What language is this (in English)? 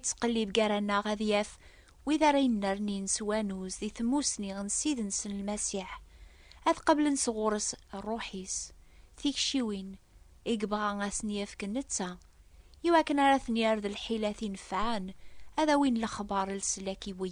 Kabyle